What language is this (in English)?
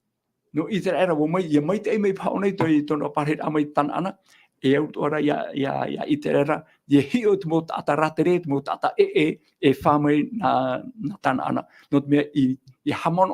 Tahitian